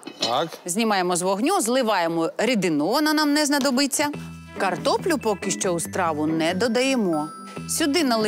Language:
Ukrainian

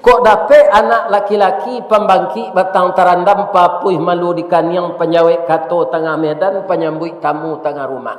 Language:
Minangkabau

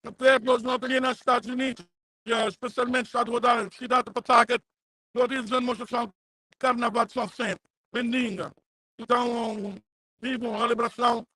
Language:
Kabuverdianu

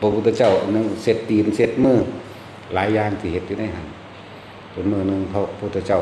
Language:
Northeastern Thai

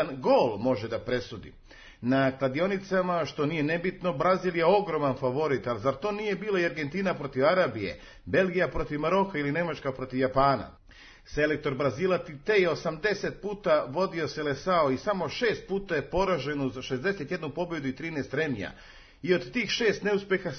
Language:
Serbian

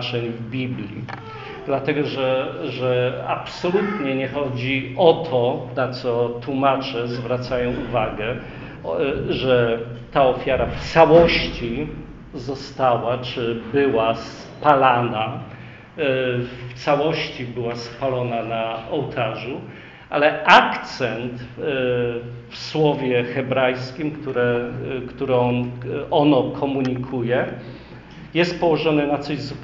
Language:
Polish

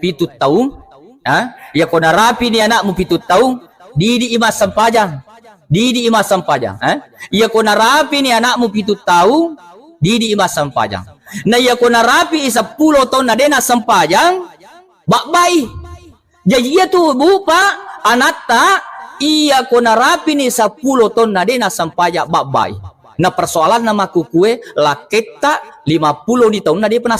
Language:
Buginese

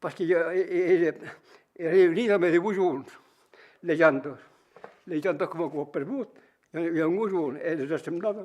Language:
Occitan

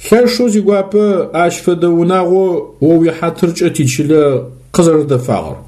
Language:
Adyghe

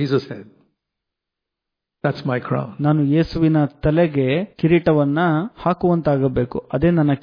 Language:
Kannada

